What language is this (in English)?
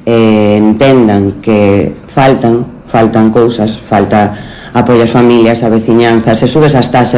Galician